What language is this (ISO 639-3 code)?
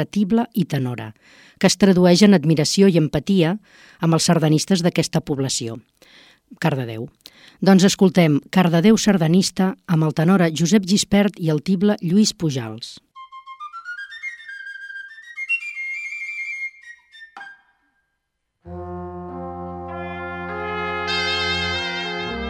cat